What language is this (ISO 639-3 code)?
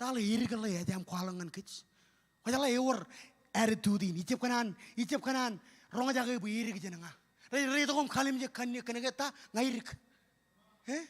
mah